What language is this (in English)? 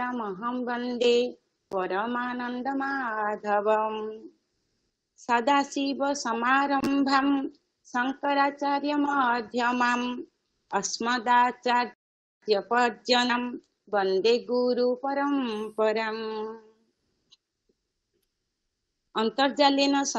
Sanskrit